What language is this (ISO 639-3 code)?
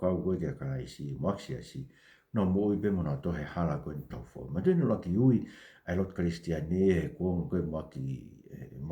ton